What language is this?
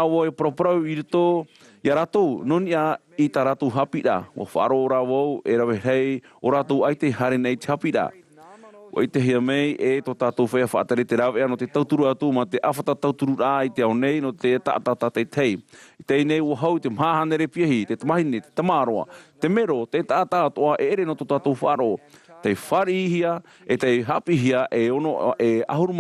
Tahitian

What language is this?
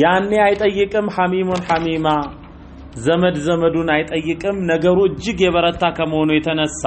Amharic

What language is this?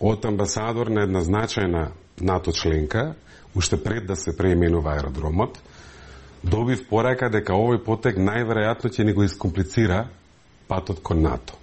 Macedonian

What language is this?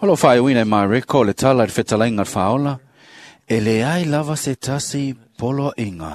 Samoan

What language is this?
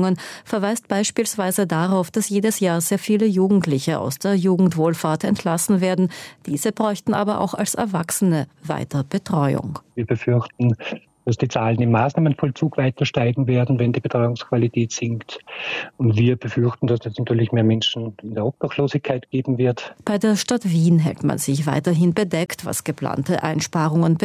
German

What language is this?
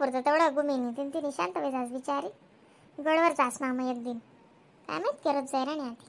Khandesi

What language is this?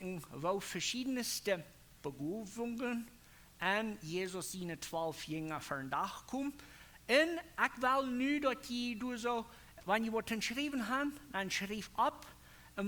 Plautdietsch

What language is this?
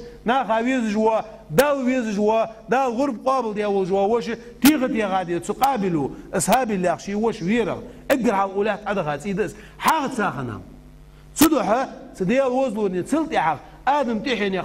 Ingush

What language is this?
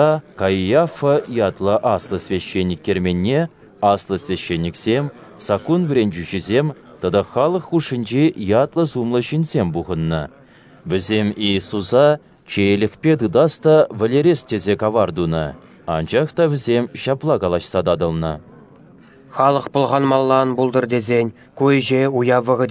Chuvash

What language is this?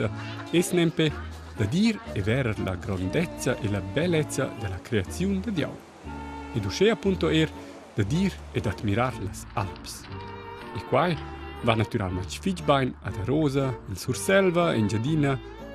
Romansh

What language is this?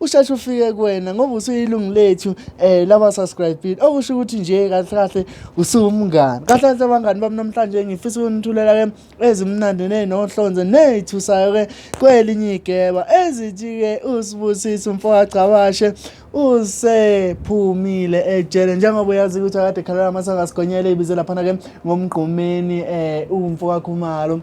Zulu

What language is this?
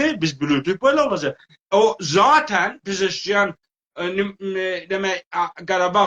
South Azerbaijani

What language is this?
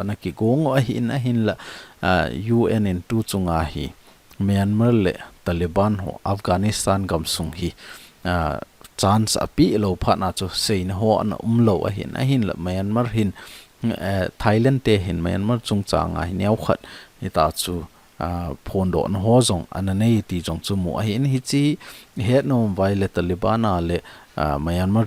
Thado Chin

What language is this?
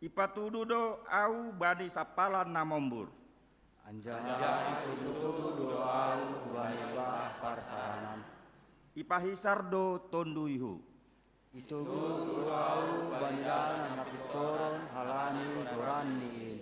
Batak Simalungun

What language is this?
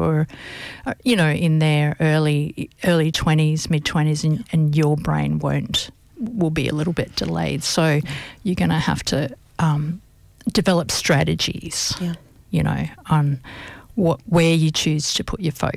English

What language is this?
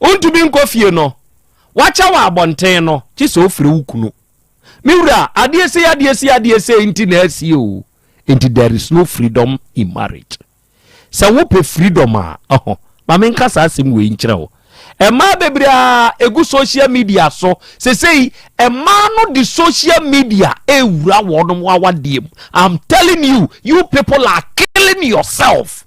Akan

